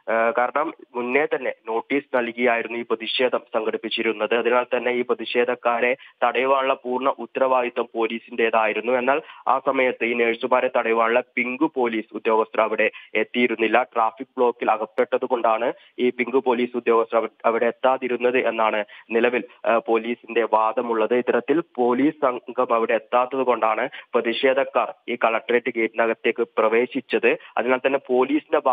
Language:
Malayalam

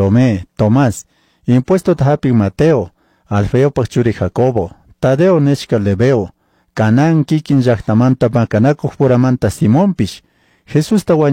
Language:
Chimborazo Highland Quichua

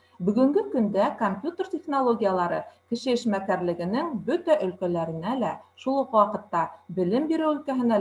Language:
Bashkir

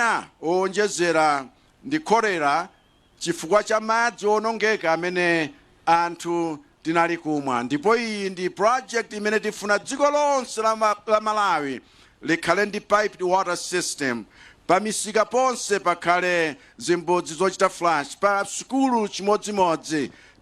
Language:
Nyanja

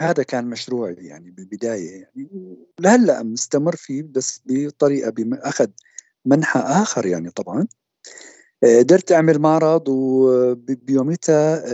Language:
North Levantine Arabic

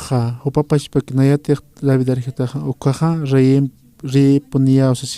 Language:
Aymara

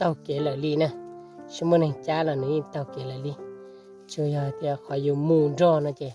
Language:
Hmong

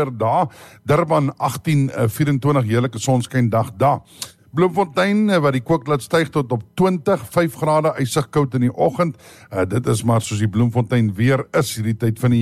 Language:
Afrikaans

